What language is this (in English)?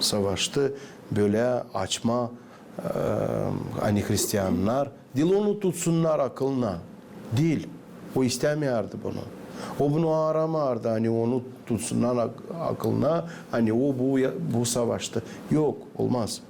Gagauz